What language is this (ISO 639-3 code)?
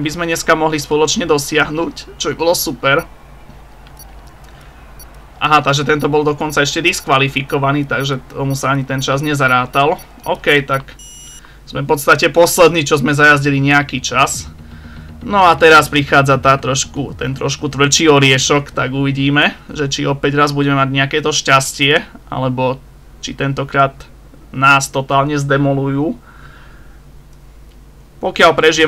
slk